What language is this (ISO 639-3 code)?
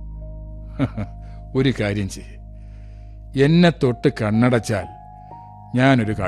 mal